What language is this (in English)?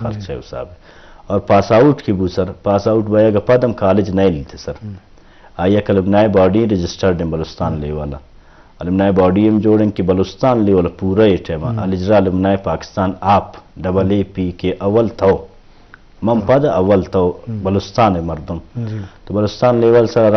Eastern Balochi